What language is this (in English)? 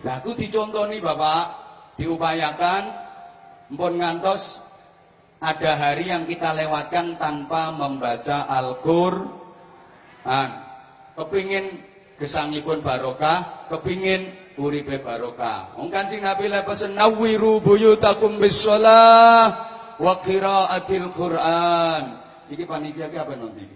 Javanese